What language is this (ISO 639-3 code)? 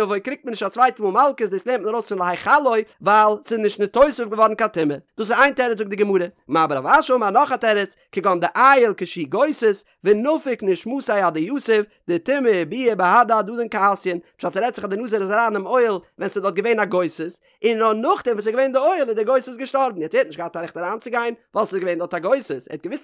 yid